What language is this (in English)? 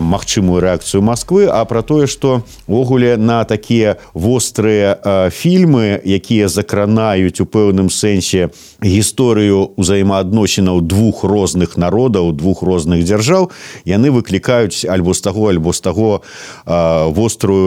Belarusian